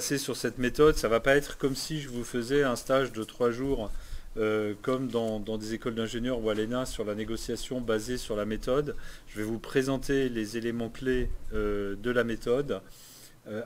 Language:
French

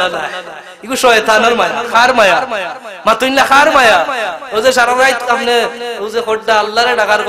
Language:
Sylheti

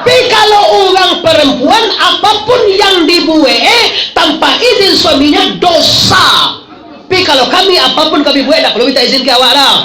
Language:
Minangkabau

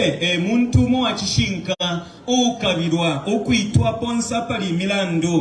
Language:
Bemba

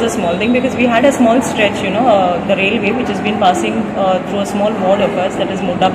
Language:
Konkani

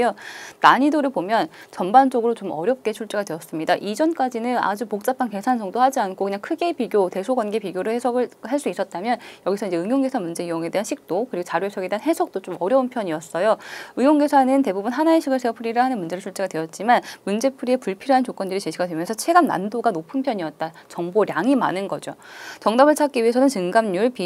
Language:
Korean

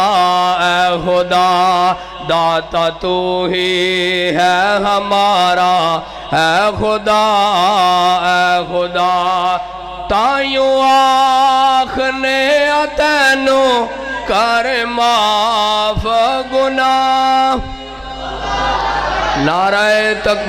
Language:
Western Panjabi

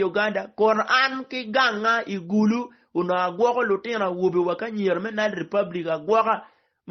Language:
Acoli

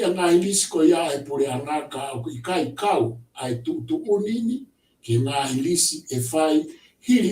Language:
Tongan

